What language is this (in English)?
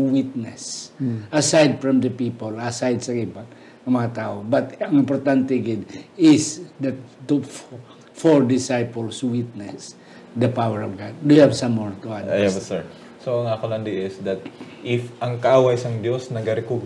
Hiligaynon